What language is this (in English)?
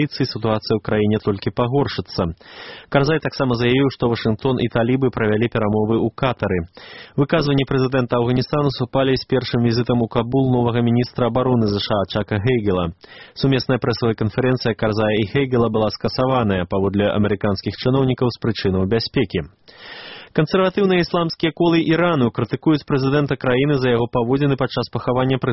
Belarusian